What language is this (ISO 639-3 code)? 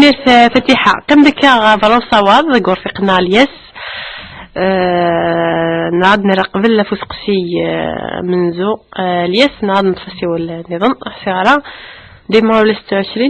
kab